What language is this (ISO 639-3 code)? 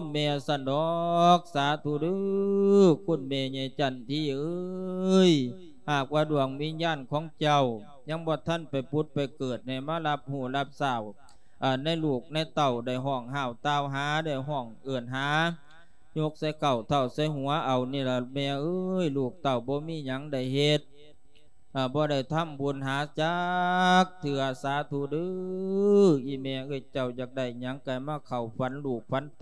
lao